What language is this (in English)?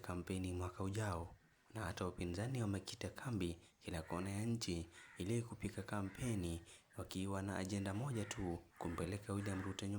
Swahili